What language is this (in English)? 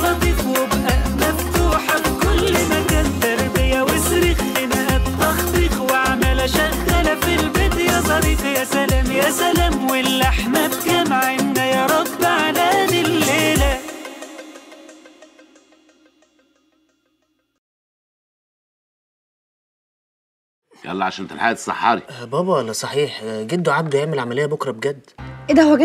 Egyptian Arabic